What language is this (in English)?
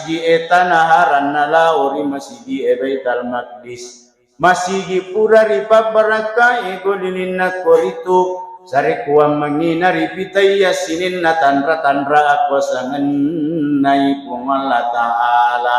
Buginese